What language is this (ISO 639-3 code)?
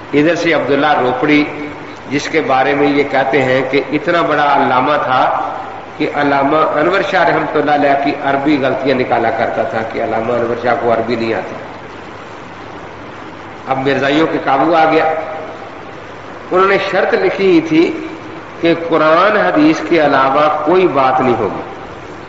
urd